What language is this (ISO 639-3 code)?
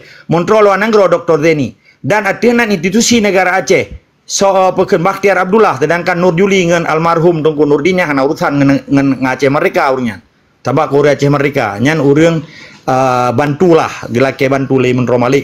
ace